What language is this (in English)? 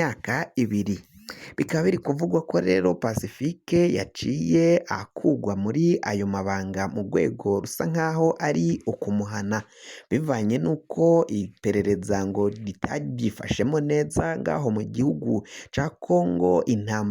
Rundi